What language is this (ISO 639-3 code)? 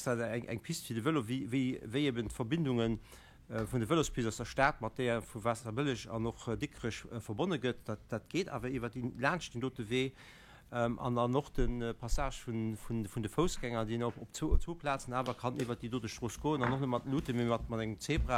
ltz